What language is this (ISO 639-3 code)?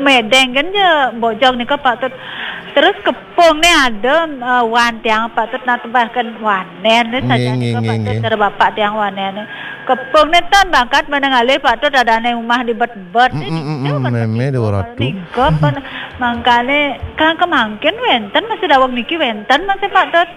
ban